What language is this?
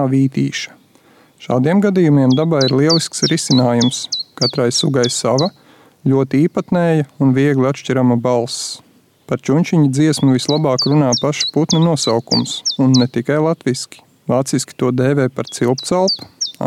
Latvian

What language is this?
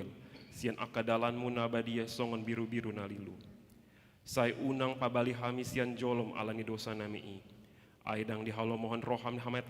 Batak Toba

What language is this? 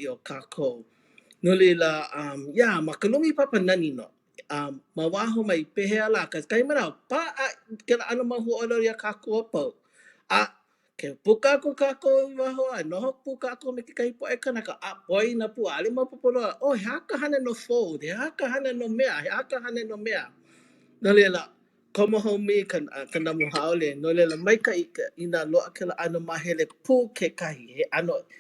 Hawaiian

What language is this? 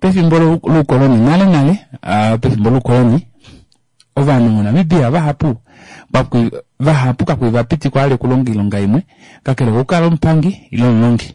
Kuanyama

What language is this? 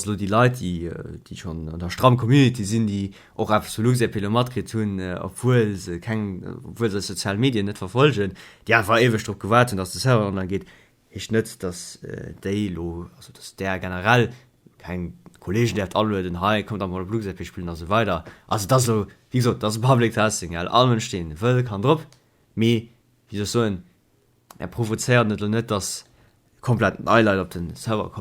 Luxembourgish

